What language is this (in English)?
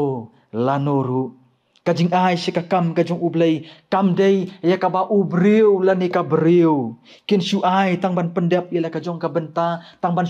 Khasi